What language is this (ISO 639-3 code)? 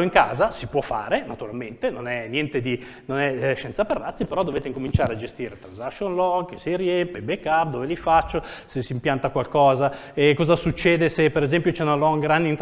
ita